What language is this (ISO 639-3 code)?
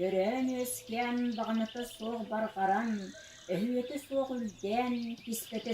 sah